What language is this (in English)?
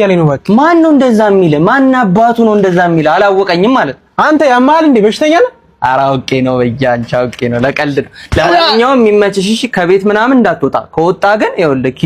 Amharic